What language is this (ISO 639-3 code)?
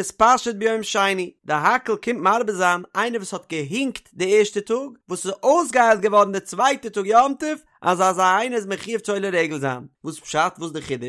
yid